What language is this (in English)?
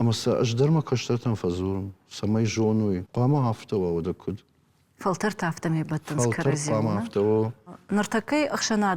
Ossetic